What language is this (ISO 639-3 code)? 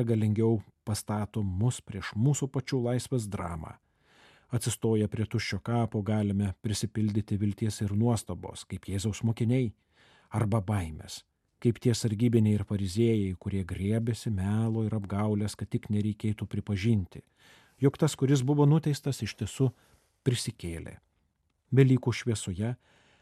lit